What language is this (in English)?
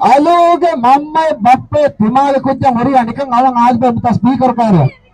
Divehi